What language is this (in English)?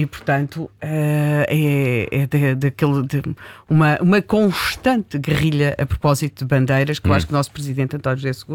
Portuguese